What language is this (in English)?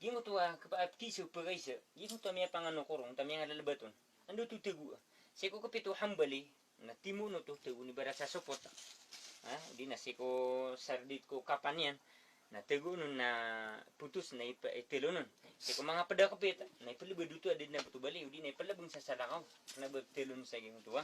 Maranao